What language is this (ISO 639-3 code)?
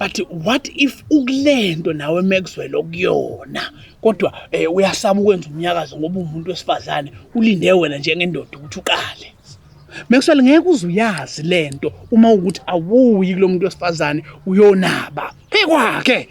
zul